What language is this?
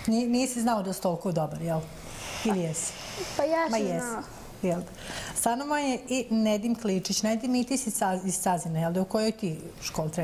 Bosnian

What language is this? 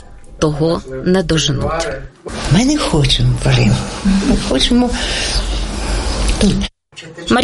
Ukrainian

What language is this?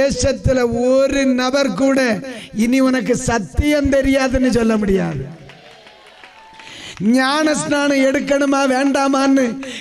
Tamil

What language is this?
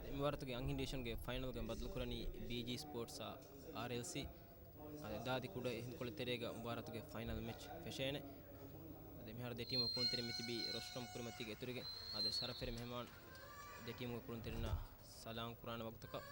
Divehi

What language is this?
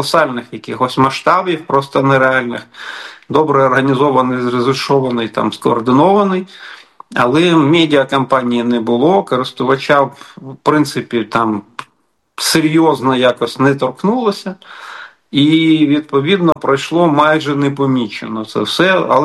Ukrainian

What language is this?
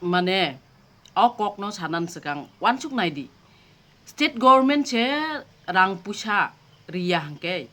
Kok Borok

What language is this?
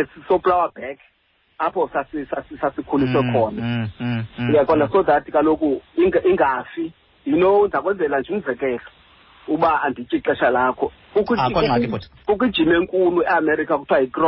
Xhosa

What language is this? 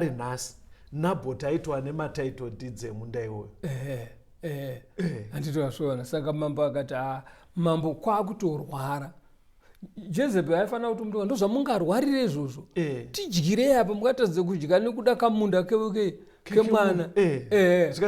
Shona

